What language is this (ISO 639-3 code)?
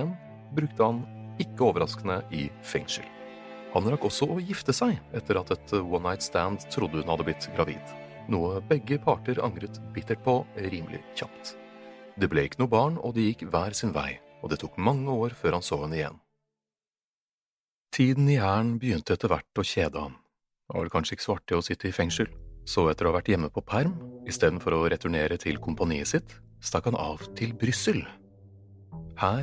nor